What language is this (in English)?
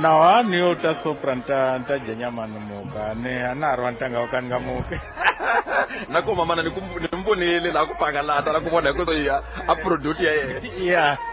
Tsonga